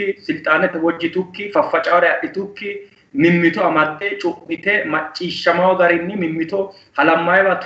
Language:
Sidamo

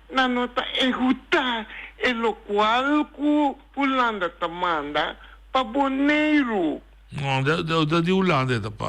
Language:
Papiamento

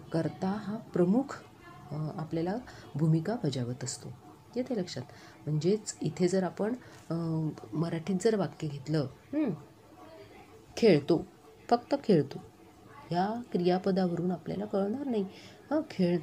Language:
Marathi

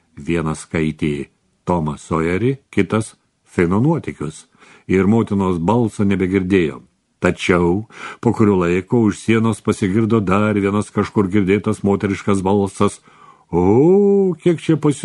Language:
Lithuanian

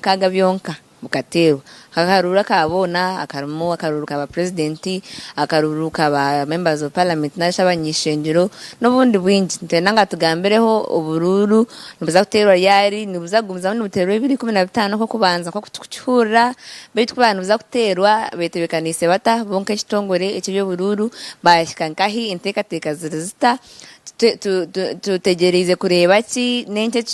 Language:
Nyankole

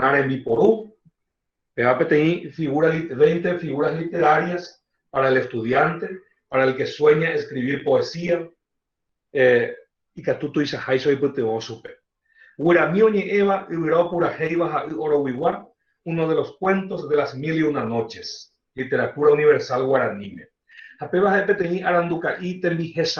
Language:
Guarani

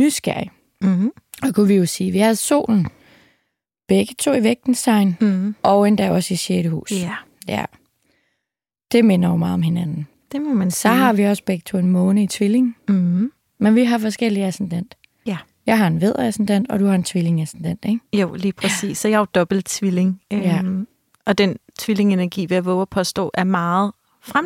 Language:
Danish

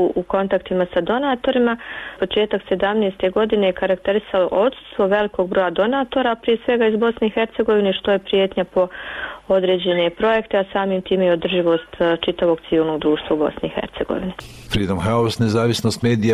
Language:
Bosnian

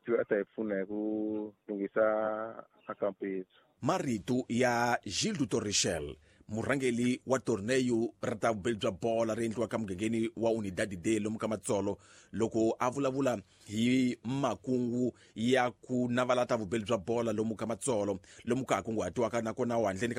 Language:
Tsonga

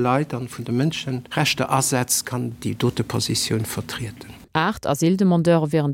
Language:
Luxembourgish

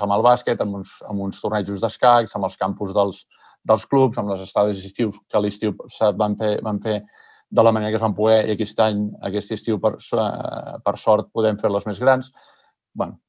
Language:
Catalan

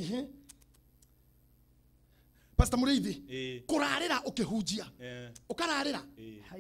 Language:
Kikuyu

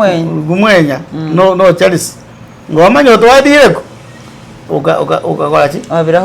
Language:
Masaaba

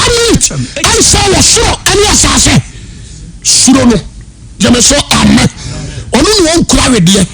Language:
Akan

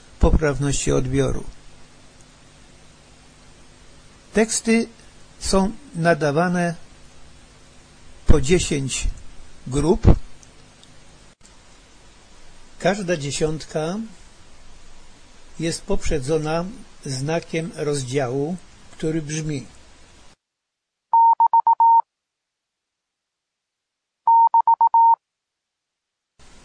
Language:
Polish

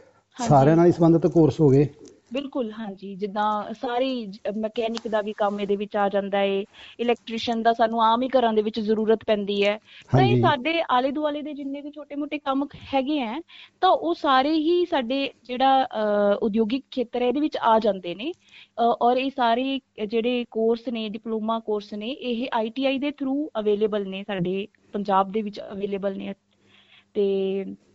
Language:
Punjabi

